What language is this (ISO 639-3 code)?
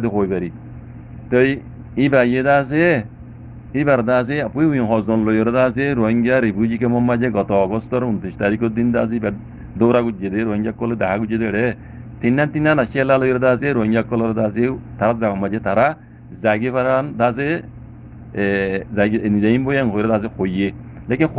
rhg